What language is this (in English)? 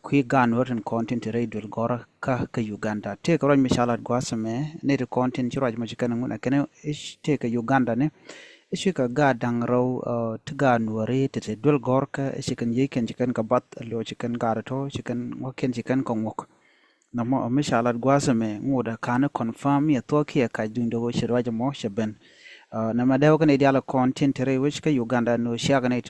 Nuer